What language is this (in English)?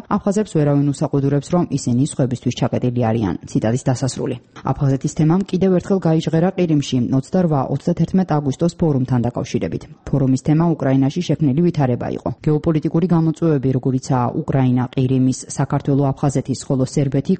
Georgian